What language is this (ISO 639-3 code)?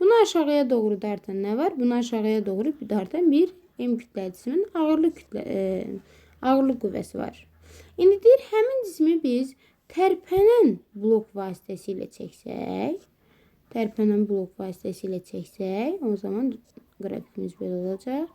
aze